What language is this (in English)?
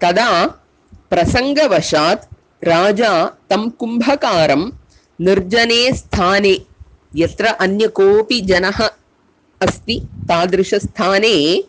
Sanskrit